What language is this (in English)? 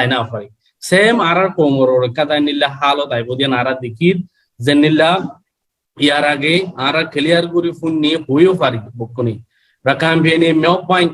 Rohingya